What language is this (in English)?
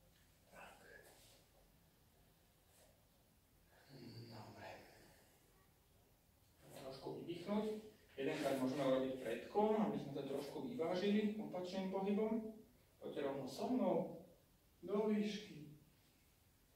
Slovak